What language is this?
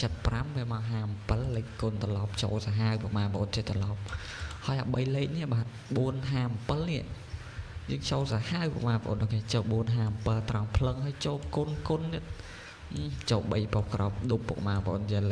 Khmer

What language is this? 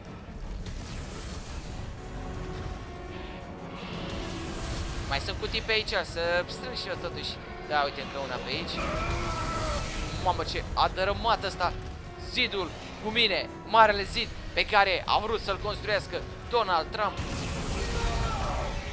Romanian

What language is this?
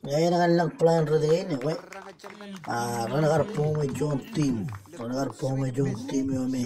Marshallese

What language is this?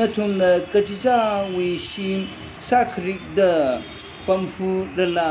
Tangkhul Naga (India)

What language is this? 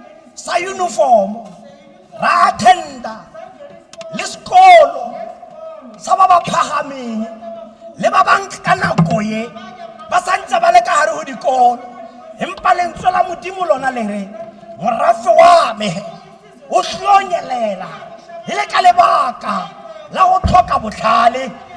Tswana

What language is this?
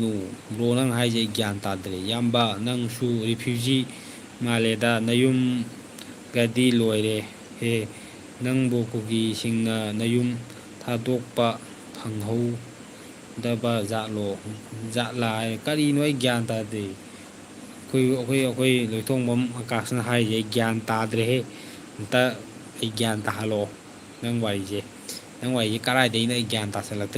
Manipuri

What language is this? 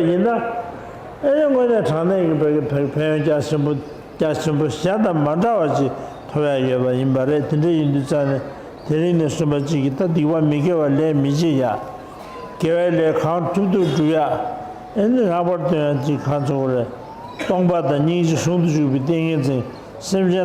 Tibetan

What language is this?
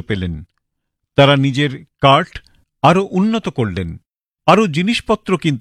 Bangla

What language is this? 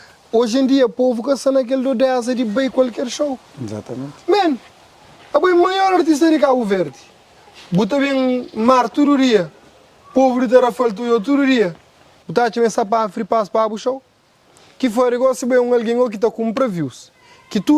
Kabuverdianu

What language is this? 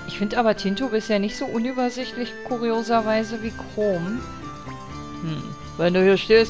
German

